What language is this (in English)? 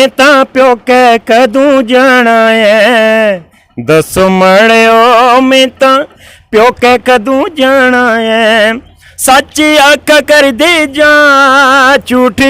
Dogri